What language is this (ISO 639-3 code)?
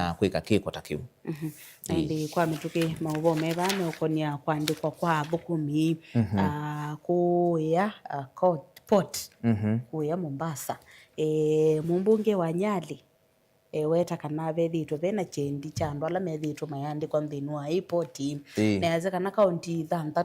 kam